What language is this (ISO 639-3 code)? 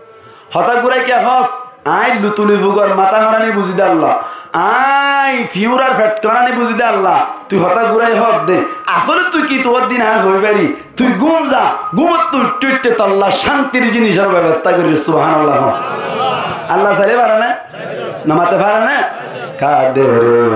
rhg